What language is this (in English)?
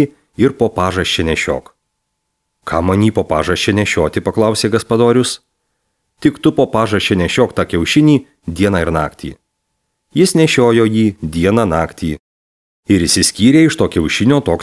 Lithuanian